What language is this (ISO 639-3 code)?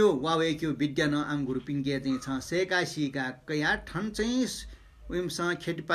new